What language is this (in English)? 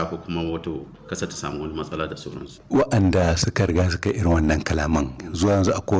Hausa